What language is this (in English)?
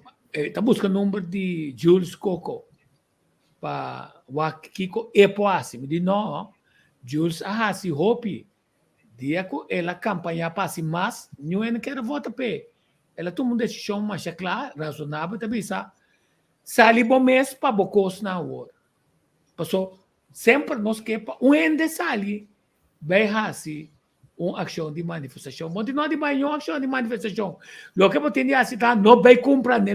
Papiamento